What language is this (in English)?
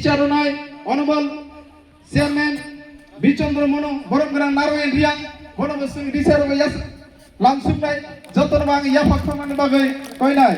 Kok Borok